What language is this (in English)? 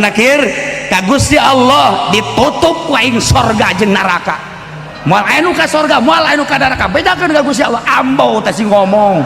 Sundanese